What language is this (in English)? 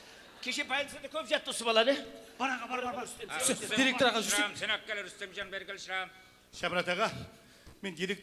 Kara-Kalpak